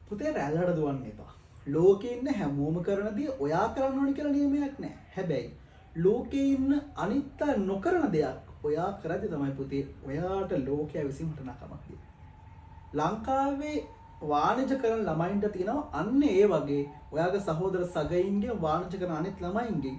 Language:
Sinhala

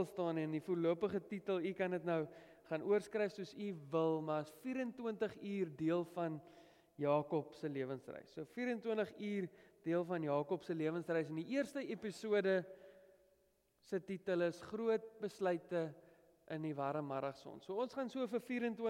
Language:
Afrikaans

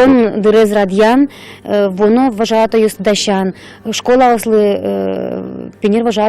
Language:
Udmurt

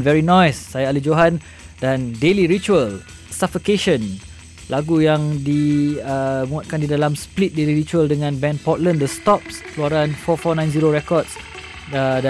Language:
Malay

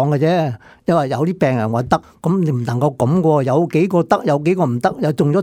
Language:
Cantonese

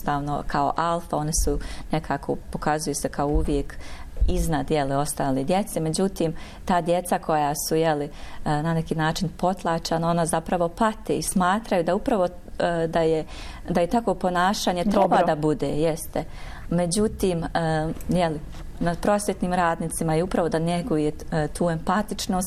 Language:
Bosnian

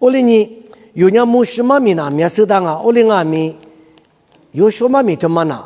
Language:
Lisu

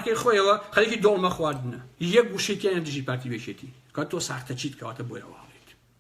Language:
Central Kurdish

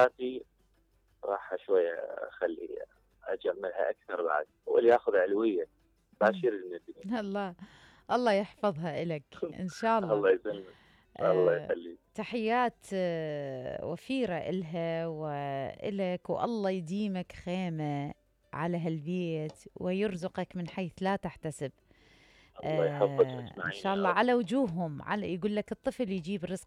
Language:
Mesopotamian Arabic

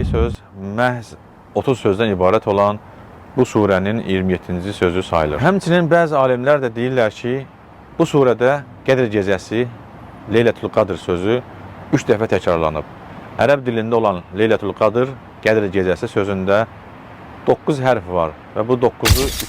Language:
Azerbaijani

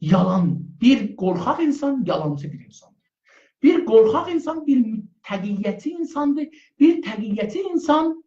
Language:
South Azerbaijani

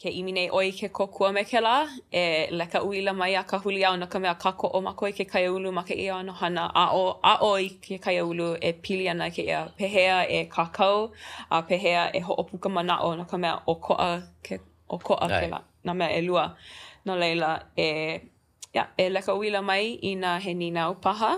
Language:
Hawaiian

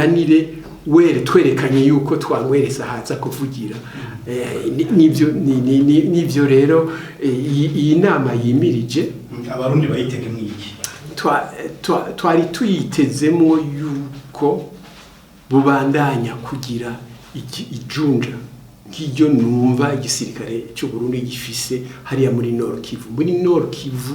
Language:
Rundi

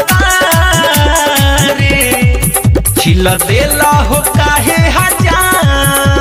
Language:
Bhojpuri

